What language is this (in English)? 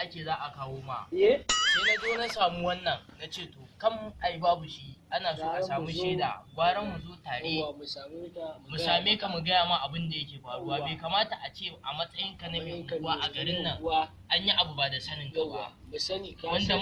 Hausa